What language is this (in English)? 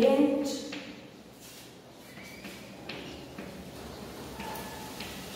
Gujarati